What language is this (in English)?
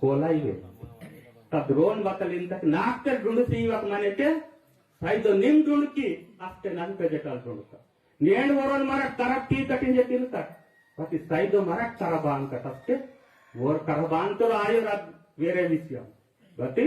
Gondi